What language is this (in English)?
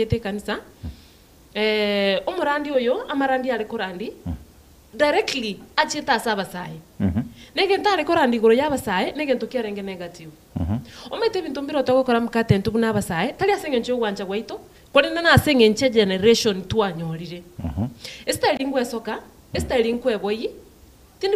Gusii